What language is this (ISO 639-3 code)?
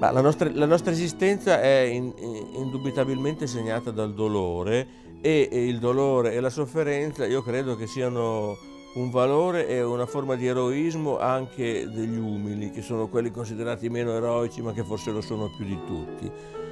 ita